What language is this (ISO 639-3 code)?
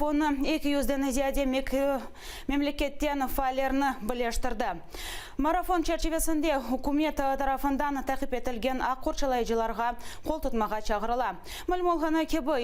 crh